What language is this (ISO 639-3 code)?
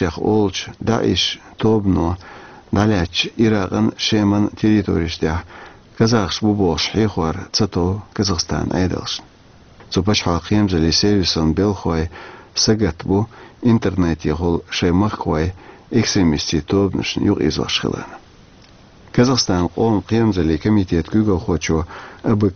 che